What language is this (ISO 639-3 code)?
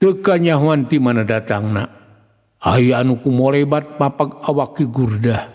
sun